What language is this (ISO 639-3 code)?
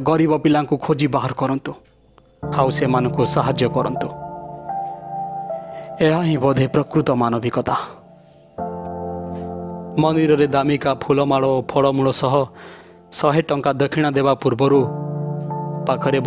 ori